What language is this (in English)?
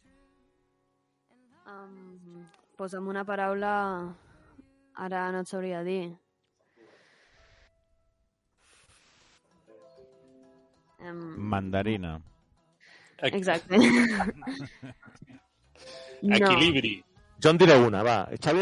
Catalan